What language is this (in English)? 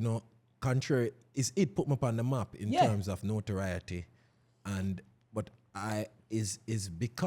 Jamaican Creole English